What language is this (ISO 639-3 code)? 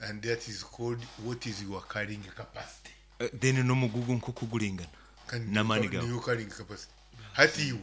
nyo